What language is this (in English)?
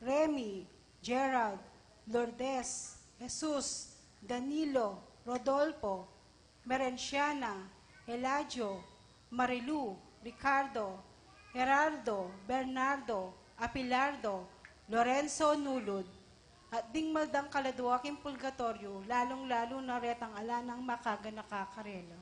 Pampanga